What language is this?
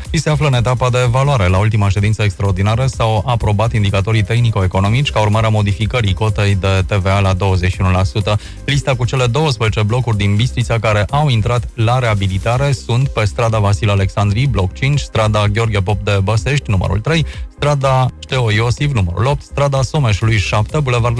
Romanian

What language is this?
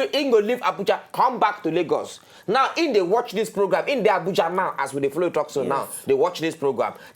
Nigerian Pidgin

